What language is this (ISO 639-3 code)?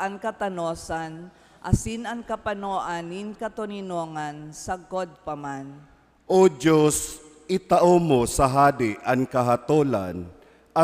bik